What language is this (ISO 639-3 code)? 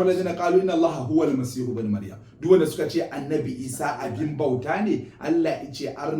hau